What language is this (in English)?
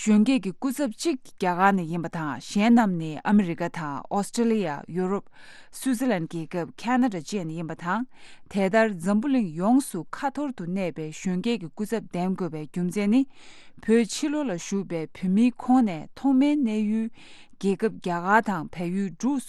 Tibetan